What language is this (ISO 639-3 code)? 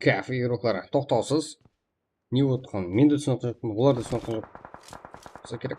kaa